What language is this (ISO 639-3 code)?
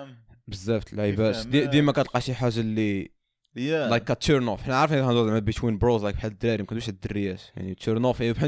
ary